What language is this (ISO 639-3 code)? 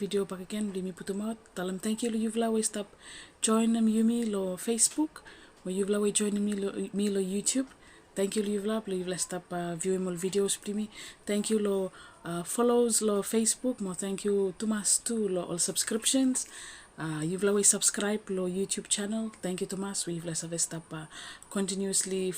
bis